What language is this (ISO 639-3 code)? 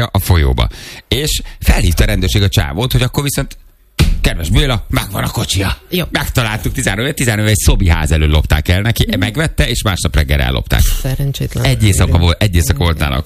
hun